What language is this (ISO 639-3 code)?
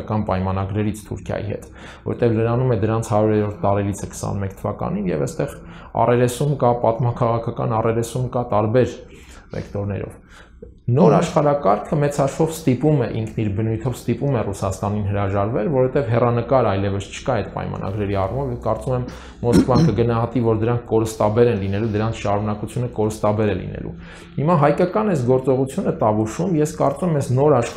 hye